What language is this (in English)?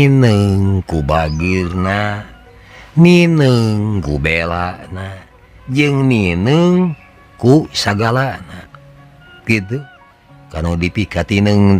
Sundanese